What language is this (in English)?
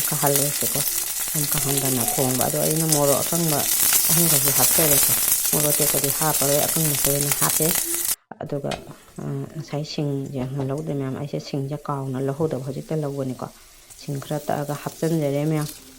Manipuri